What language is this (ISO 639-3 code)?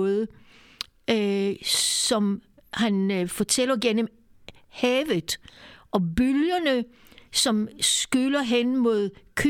dan